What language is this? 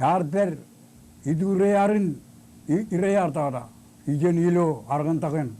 Marshallese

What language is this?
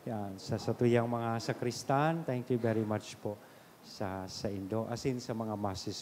Bikol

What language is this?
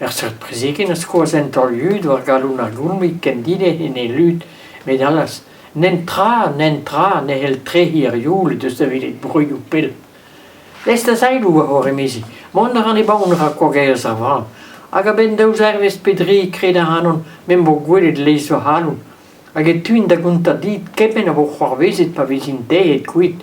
Breton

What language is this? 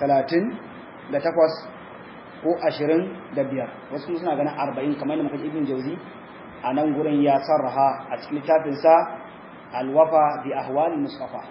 Hausa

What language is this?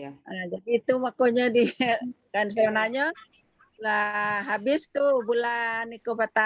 Minangkabau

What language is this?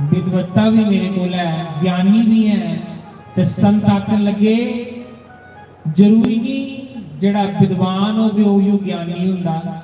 Dogri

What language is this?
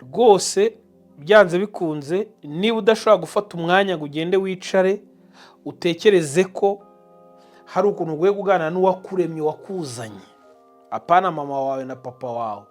Kinyarwanda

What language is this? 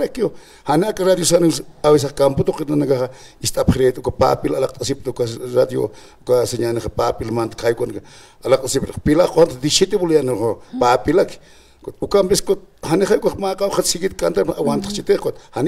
Aymara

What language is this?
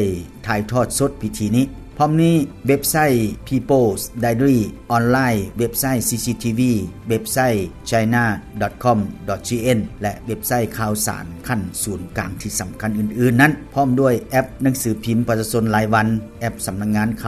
Lao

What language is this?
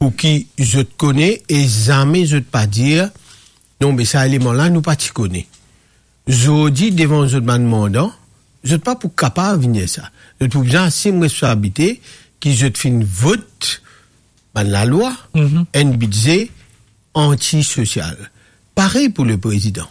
Morisyen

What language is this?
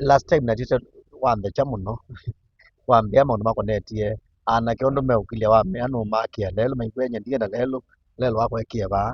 Kamba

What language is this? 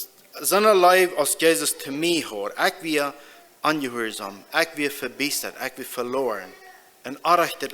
Plautdietsch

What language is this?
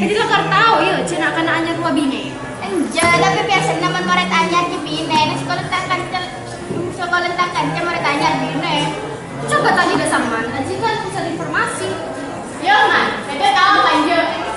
Madurese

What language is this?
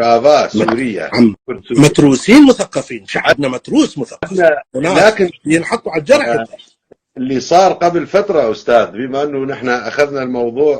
North Levantine Arabic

